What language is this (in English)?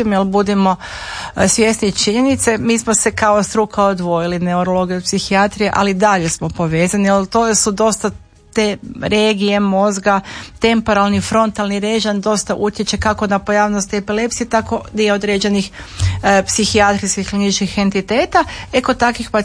Croatian